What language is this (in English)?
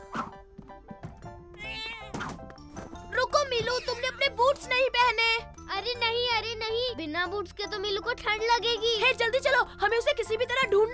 Hindi